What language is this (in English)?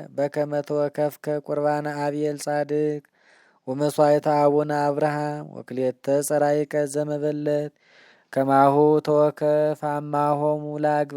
Amharic